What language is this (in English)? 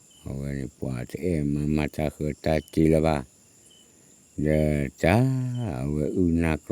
S'gaw Karen